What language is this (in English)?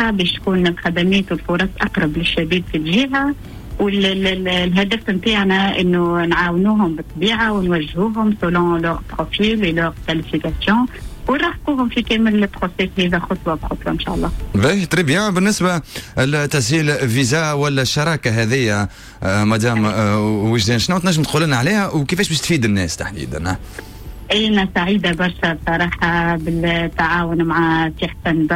Tunisian Arabic